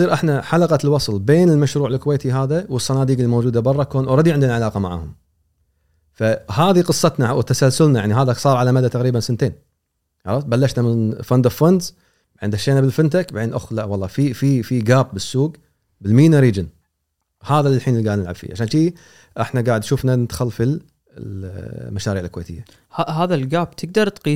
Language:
Gulf Arabic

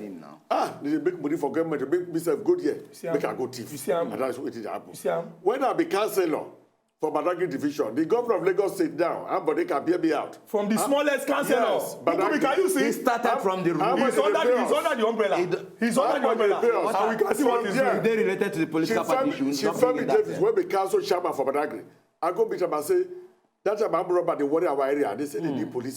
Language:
Nigerian Pidgin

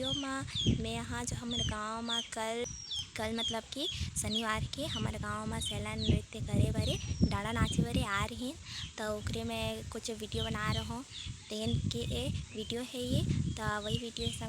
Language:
Chhattisgarhi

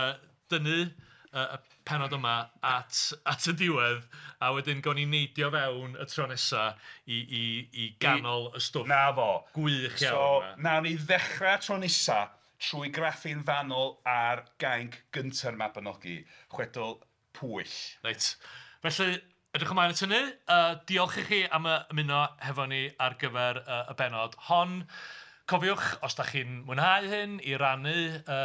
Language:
Welsh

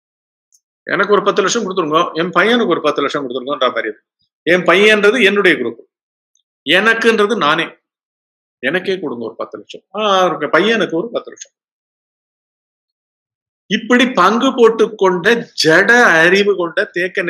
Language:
Tamil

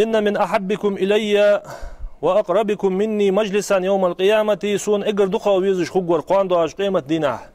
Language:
Ingush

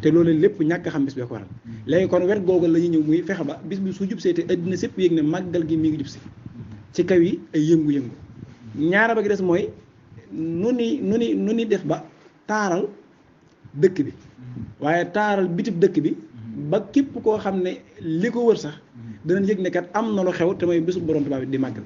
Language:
Wolof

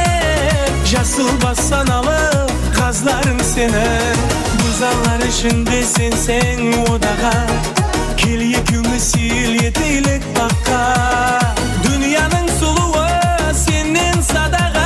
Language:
Kara-Kalpak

